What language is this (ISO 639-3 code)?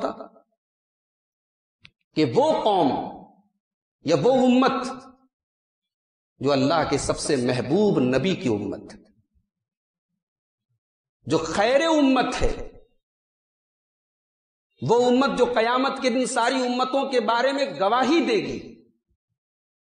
urd